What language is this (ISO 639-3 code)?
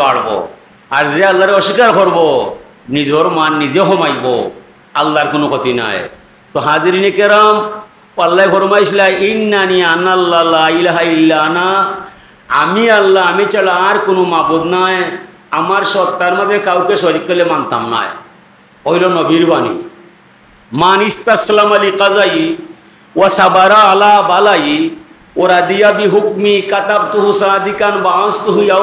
syl